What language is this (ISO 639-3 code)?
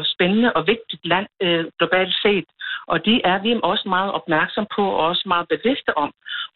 dan